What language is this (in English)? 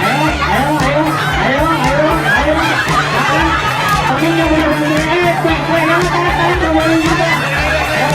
Betawi